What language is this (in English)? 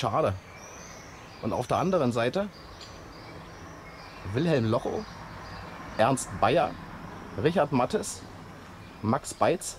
German